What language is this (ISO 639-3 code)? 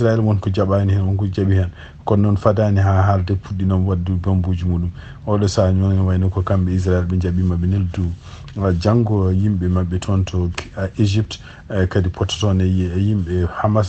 ful